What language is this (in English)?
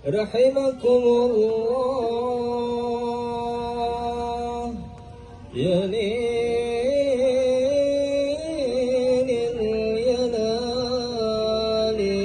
Betawi